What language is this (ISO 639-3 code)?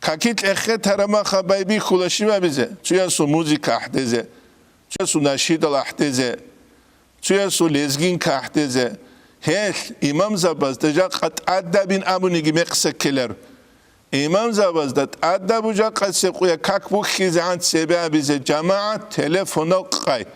ava